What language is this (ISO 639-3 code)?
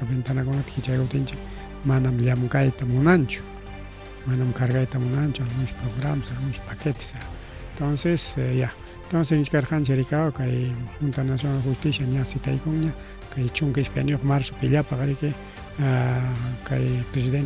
quy